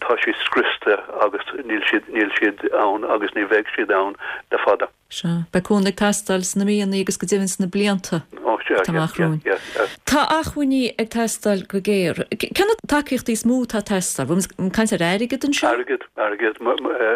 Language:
Irish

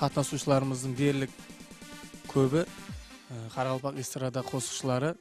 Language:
Kara-Kalpak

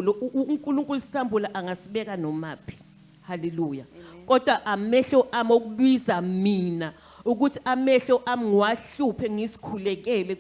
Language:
Zulu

